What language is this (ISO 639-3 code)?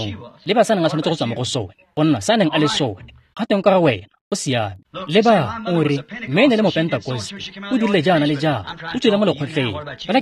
tsn